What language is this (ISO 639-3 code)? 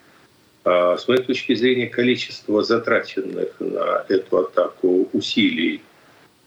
rus